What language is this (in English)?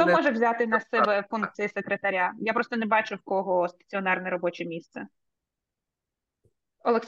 Ukrainian